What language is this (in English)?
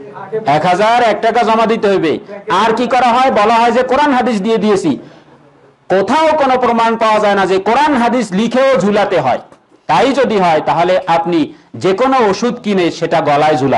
Bangla